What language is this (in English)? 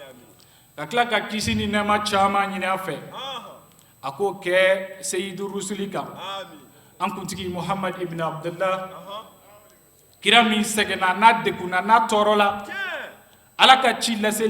Bambara